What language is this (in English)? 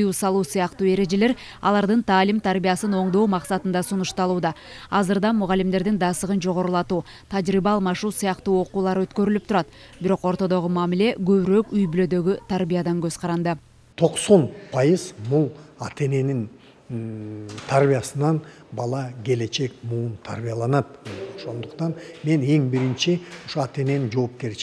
Kyrgyz